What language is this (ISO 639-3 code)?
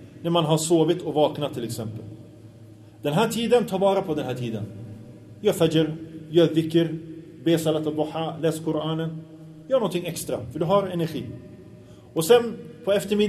swe